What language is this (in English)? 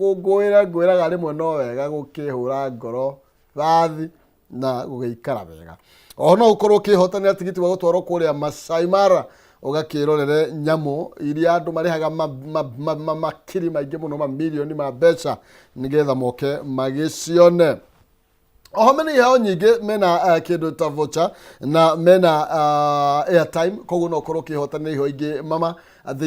Kikuyu